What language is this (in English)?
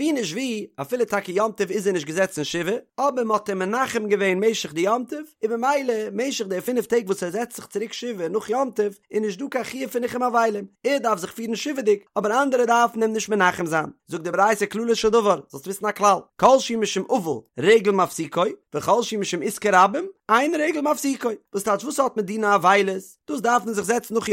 Yiddish